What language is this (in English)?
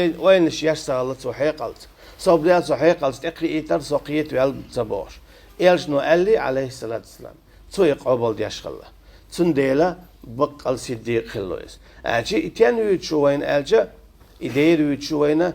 Chechen